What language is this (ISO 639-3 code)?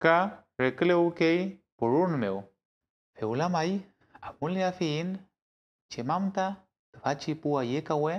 arn